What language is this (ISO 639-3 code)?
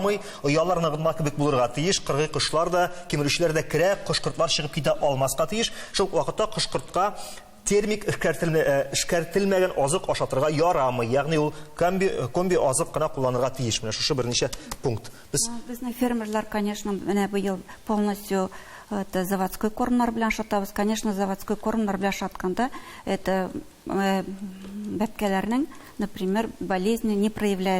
tat